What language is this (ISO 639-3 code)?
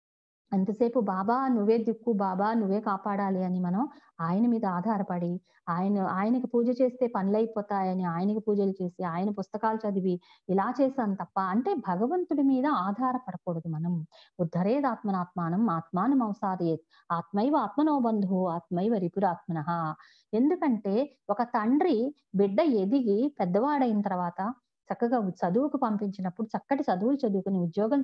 tel